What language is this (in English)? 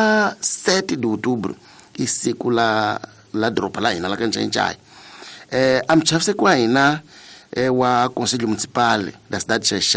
Tsonga